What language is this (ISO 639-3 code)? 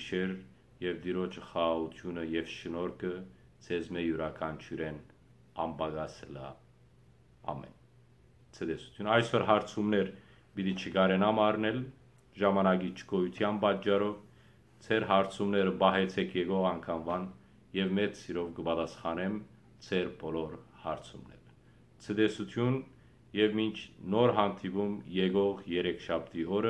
hyw